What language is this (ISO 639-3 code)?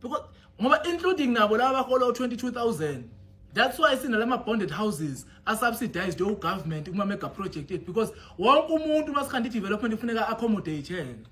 zul